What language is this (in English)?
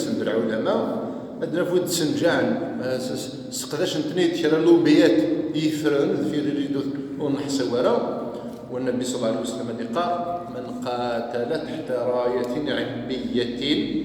Kabyle